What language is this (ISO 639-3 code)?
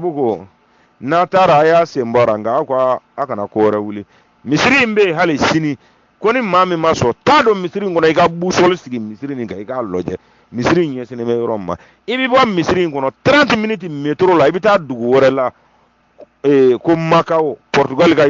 bam